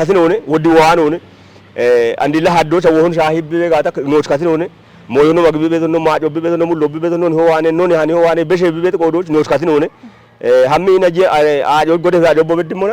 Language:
Kafa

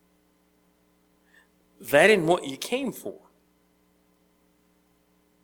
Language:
English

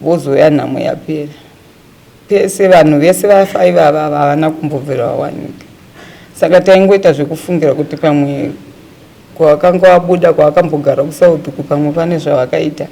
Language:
Shona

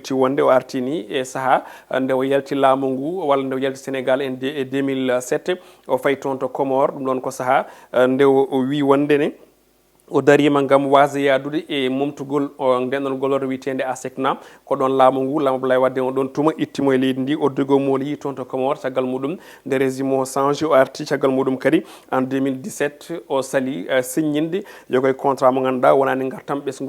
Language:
Fula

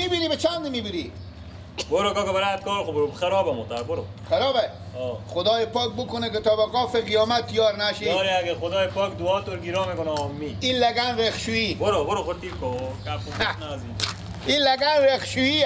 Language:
Persian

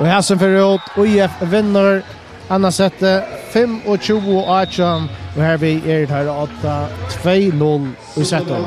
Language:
Faroese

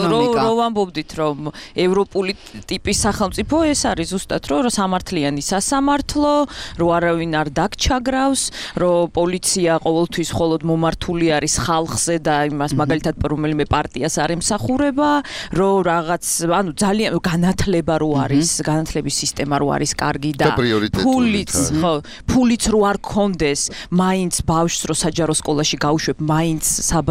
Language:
Georgian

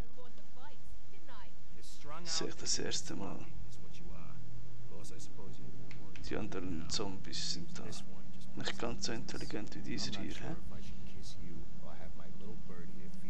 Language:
Swiss German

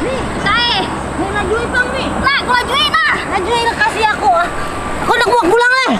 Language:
Banjar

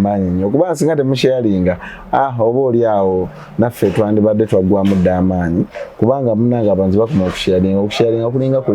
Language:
Ganda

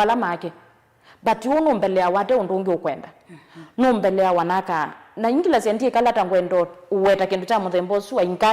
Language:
Kamba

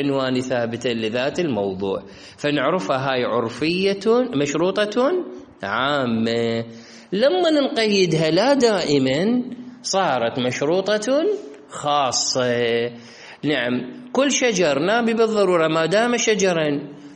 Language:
Mesopotamian Arabic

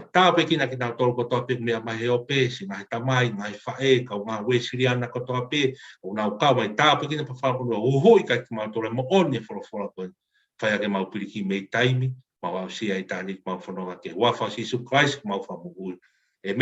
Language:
Tongan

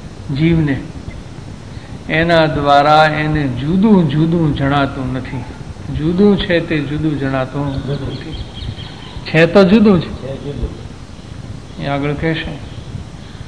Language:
Gujarati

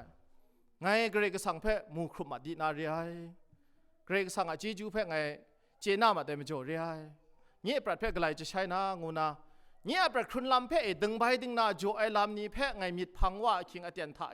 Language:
Kachin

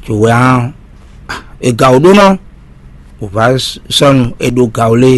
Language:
Fon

